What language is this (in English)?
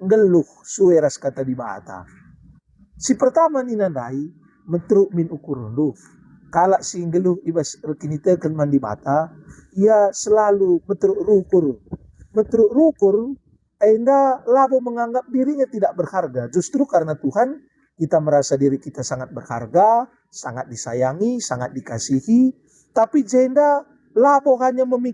Batak Karo